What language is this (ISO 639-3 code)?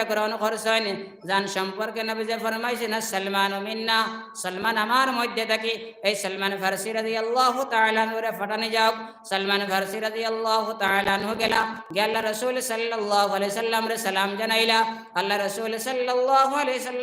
syl